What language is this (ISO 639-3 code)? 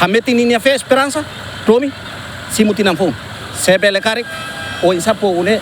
tet